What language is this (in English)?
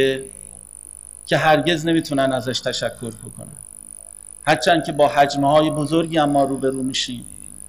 Persian